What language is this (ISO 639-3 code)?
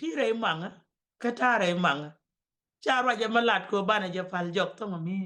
nus